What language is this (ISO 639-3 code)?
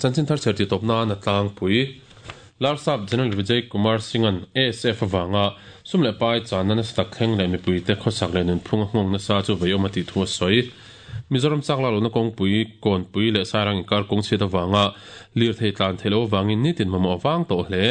lus